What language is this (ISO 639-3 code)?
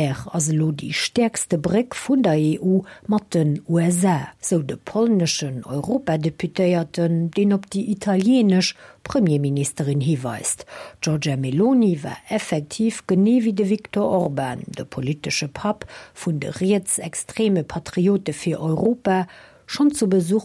ltz